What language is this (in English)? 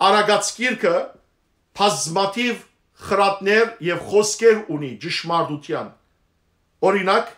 Western Armenian